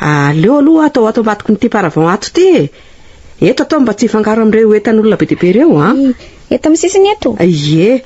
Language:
Malagasy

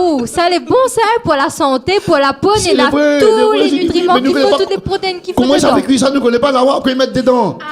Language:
Réunion Creole French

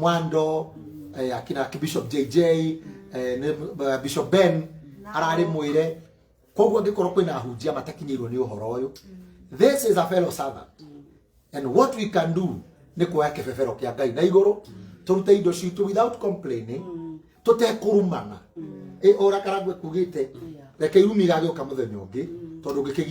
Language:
Kikuyu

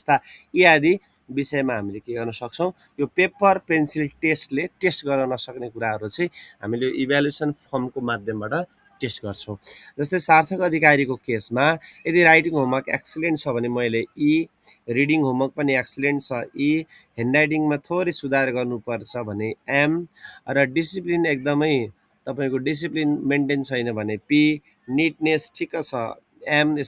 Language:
Nepali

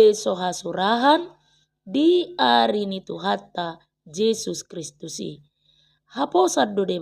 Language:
Batak Toba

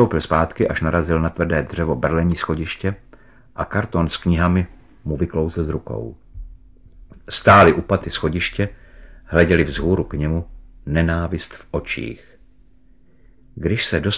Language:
Czech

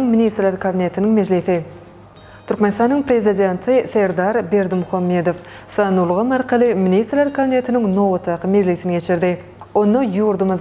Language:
Turkmen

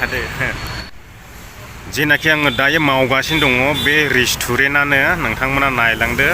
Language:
Bodo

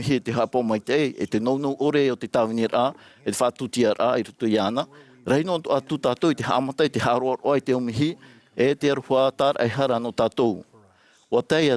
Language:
Tahitian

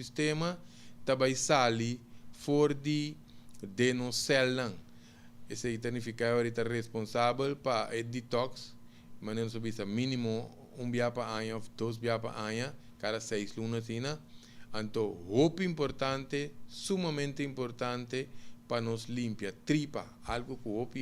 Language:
Papiamento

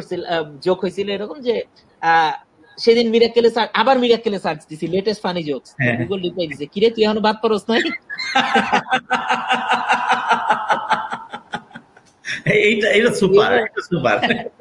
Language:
Bangla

